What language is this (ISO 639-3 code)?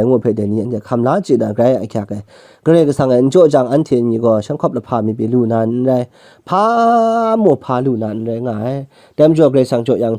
kac